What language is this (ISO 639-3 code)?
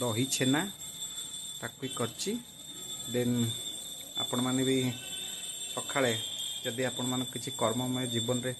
ori